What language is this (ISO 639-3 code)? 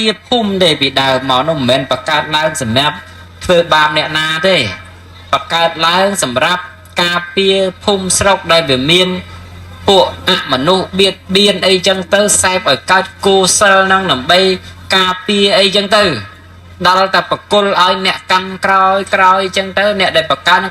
khm